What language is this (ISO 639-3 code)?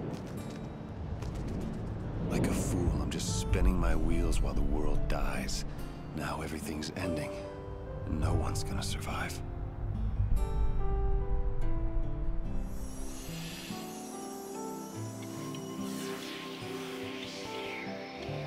eng